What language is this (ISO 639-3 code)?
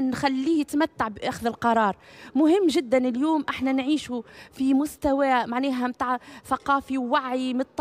aeb